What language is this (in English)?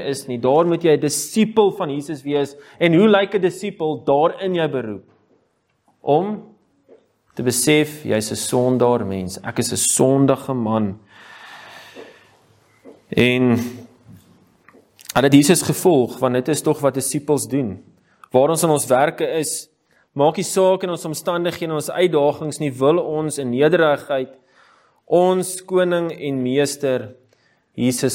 Afrikaans